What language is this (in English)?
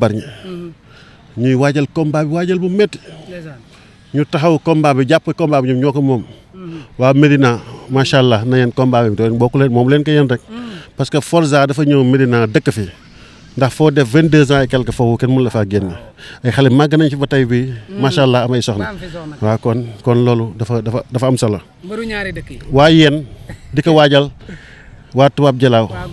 Wolof